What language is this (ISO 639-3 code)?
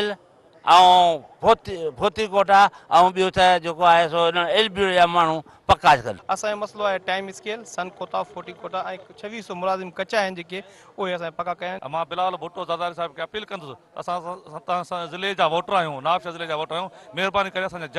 snd